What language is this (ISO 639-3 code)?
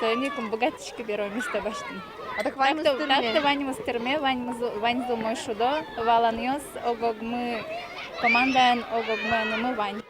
udm